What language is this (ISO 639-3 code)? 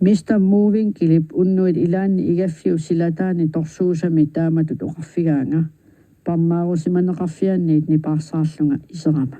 kal